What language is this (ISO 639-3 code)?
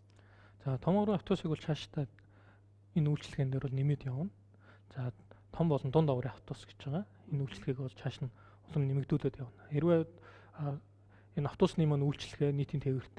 mon